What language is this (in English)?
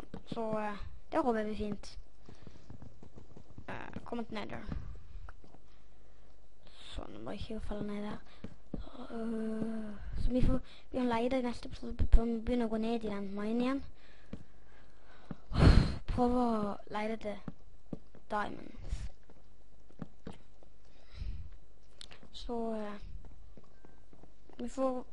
Norwegian